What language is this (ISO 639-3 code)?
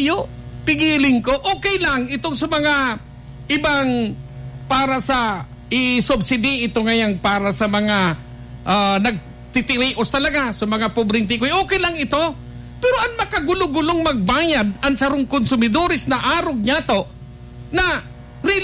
bik